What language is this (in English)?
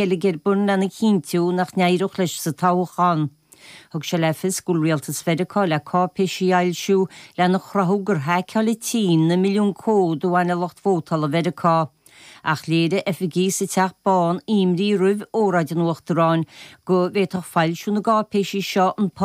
Irish